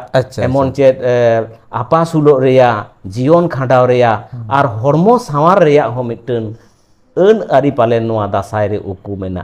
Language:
Santali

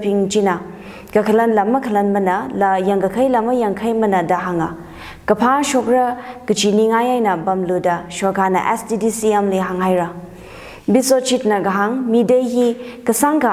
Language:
Tangkhul Naga (India)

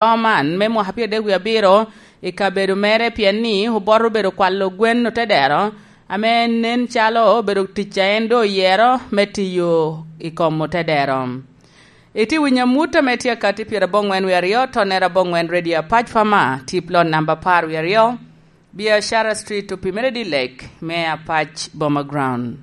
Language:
Lango (Uganda)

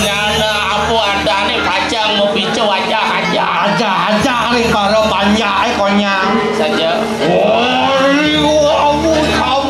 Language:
Balinese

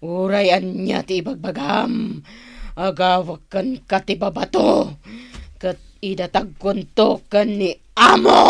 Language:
Iloko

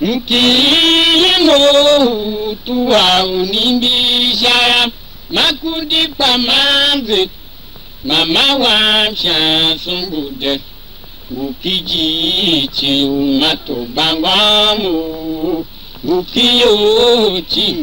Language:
Tiv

